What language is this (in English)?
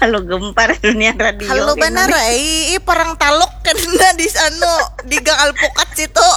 Banjar